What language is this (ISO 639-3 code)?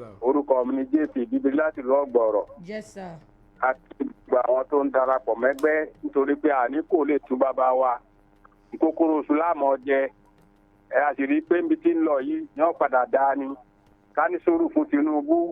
yor